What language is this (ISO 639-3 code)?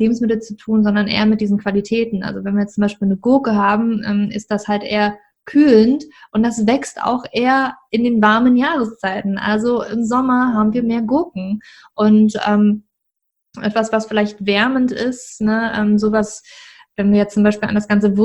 deu